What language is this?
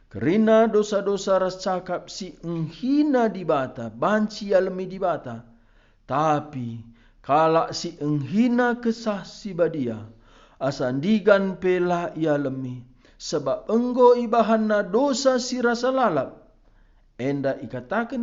Batak Karo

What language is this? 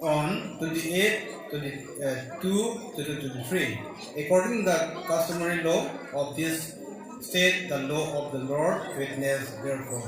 Karbi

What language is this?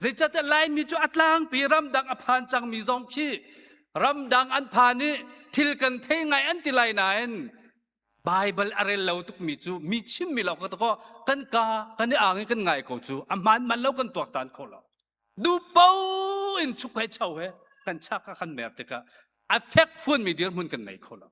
Hakha Chin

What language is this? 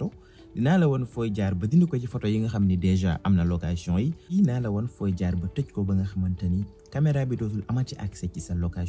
Wolof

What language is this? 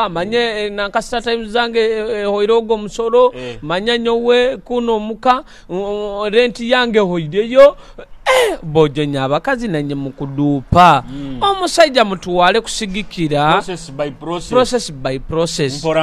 Nyoro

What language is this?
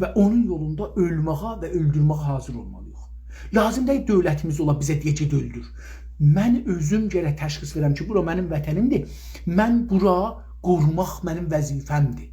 South Azerbaijani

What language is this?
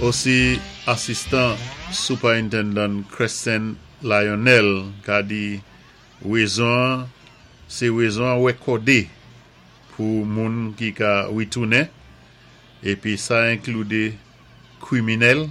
Saint Lucian Creole French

